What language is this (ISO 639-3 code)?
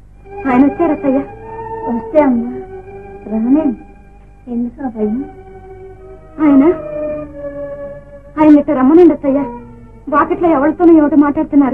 tel